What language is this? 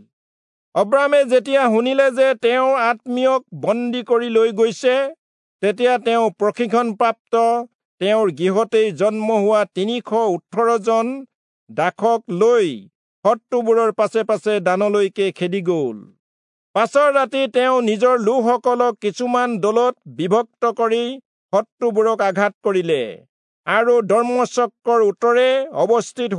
Assamese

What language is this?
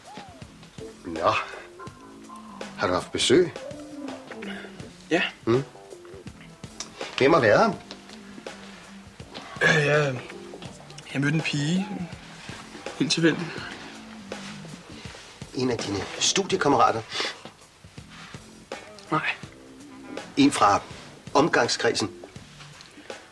Danish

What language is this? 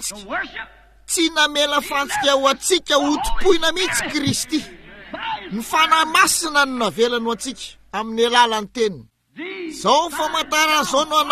Malagasy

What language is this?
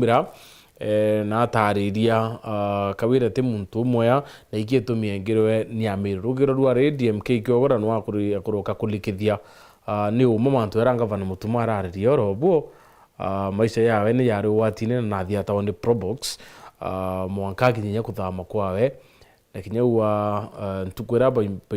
Meru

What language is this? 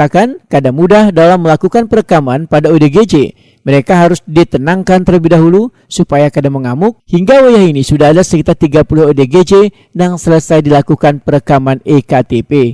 Banjar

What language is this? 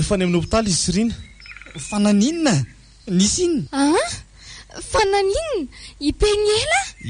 Malagasy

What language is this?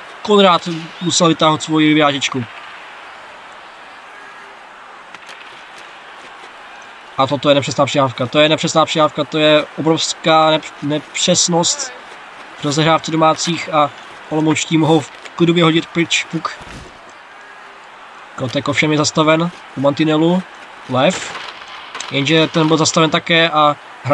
Czech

